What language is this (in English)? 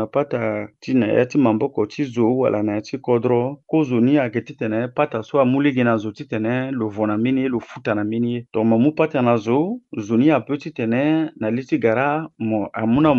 Sango